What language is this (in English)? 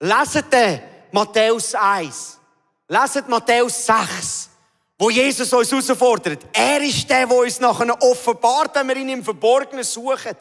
Swiss German